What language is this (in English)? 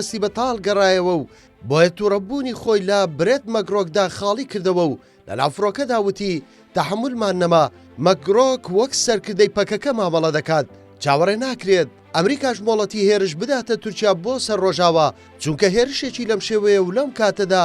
Central Kurdish